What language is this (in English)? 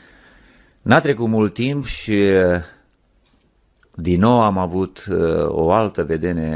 Romanian